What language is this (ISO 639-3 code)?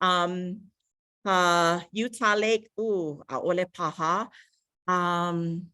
haw